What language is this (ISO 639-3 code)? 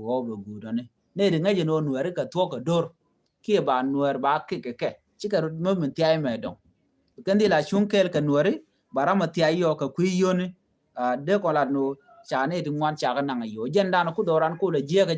nus